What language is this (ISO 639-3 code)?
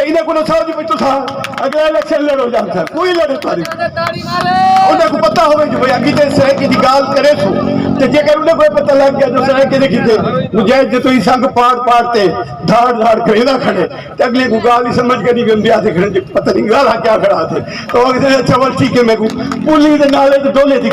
skr